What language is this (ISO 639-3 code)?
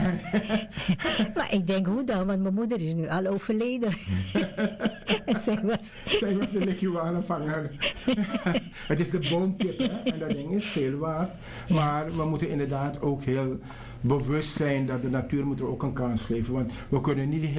nld